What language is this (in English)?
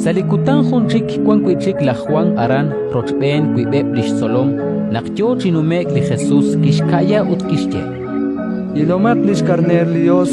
Kekchí